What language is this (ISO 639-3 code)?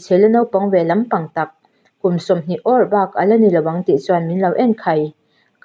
lus